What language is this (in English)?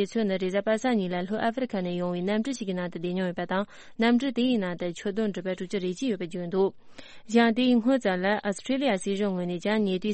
Tibetan